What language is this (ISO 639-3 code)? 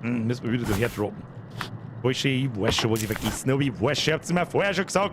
bar